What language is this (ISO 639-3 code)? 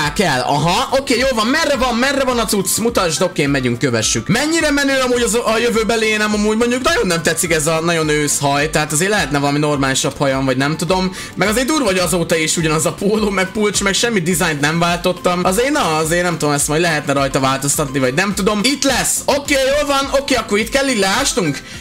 hun